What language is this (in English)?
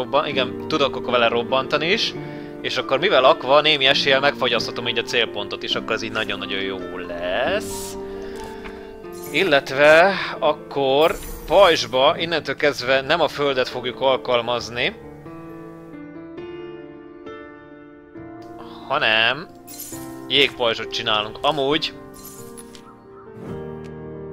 Hungarian